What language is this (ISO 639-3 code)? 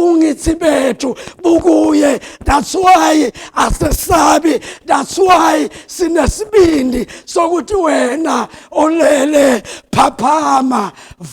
zul